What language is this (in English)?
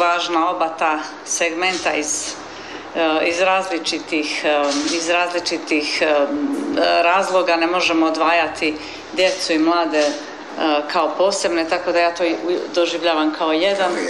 Croatian